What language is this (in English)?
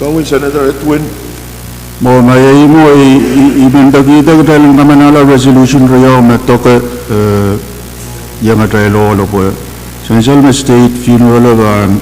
Pohnpeian